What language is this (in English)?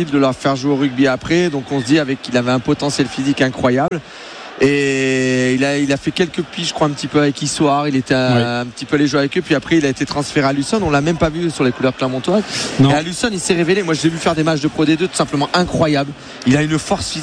French